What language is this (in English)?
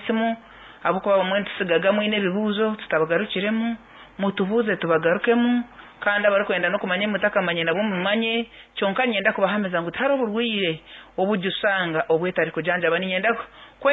Nyankole